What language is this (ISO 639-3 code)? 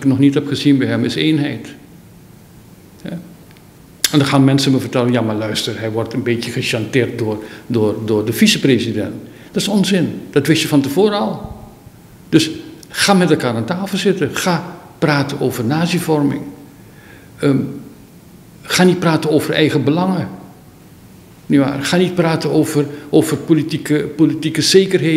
nld